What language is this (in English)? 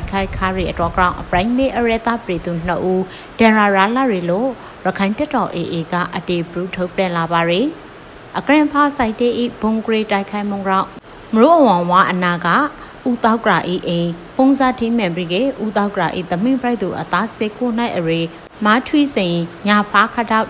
Burmese